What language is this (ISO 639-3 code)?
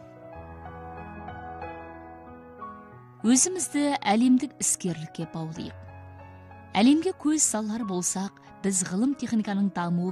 kaz